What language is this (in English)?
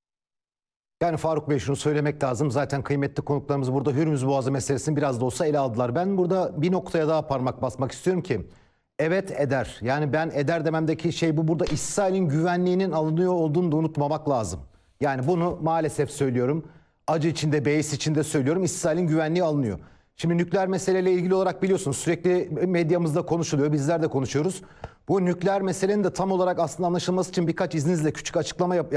Turkish